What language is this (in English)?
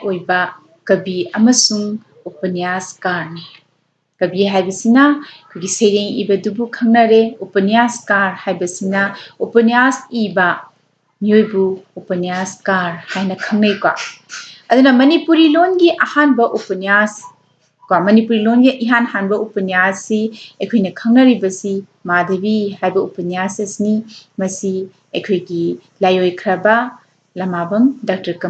Manipuri